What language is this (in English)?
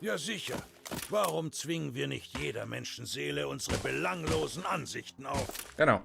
Bavarian